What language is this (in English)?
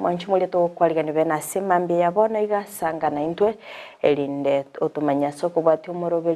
Gusii